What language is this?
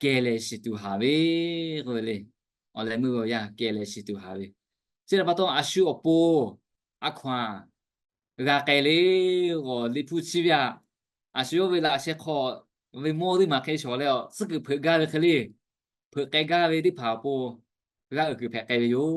Lahu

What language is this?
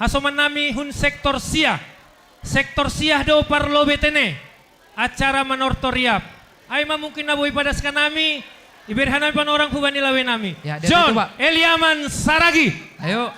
Batak Simalungun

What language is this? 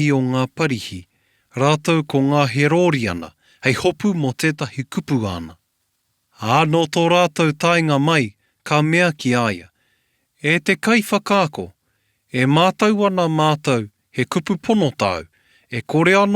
Māori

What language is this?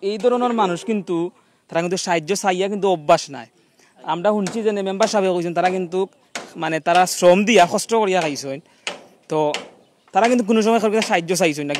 Sylheti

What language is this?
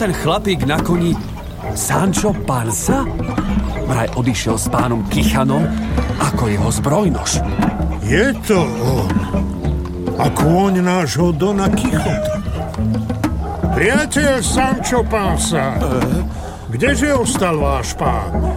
Slovak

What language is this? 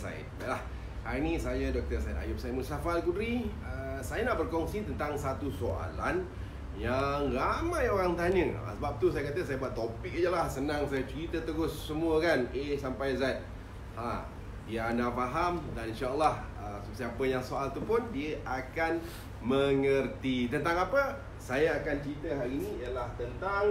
Malay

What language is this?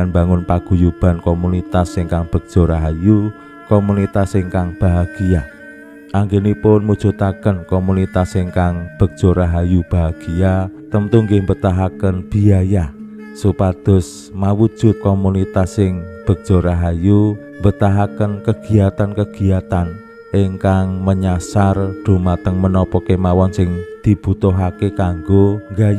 Javanese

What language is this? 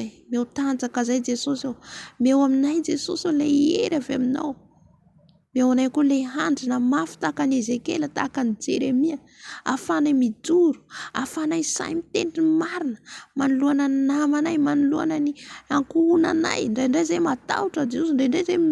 Malagasy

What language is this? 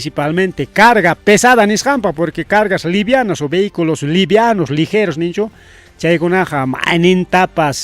Ayacucho Quechua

